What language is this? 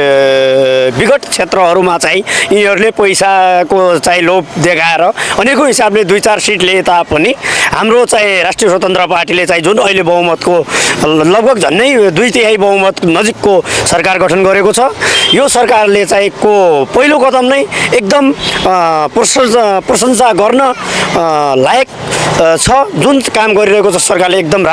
Nepali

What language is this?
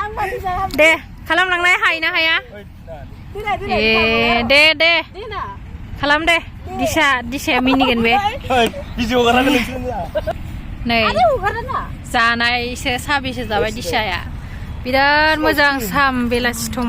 Bodo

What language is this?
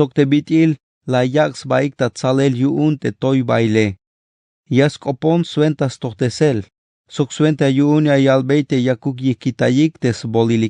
Tzeltal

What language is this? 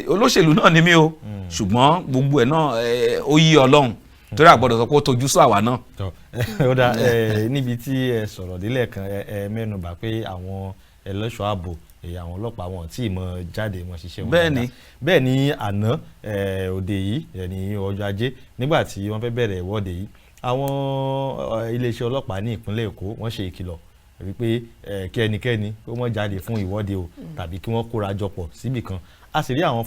Yoruba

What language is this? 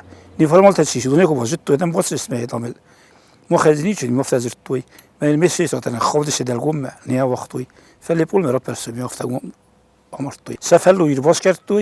Ossetic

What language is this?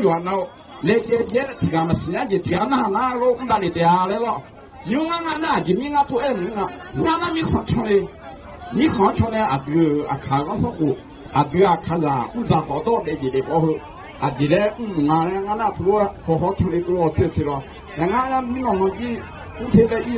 Akha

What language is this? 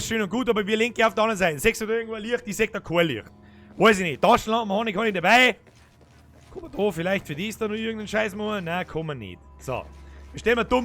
Bavarian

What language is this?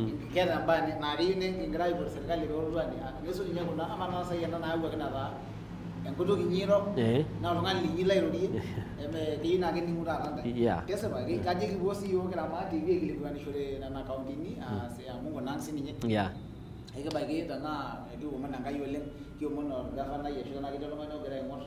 Masai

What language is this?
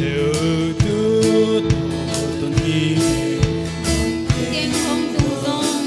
Paite Chin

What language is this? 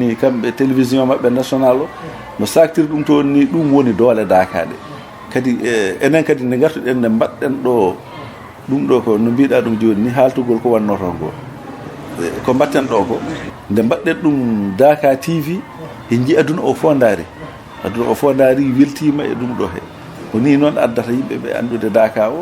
Fula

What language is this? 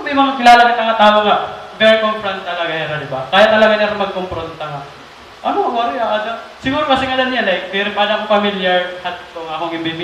Waray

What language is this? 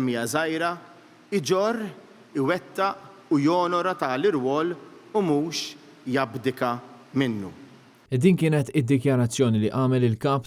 Maltese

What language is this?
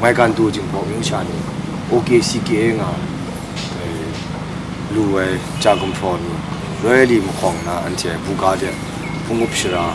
Kachin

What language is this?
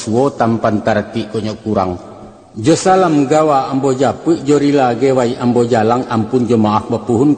Minangkabau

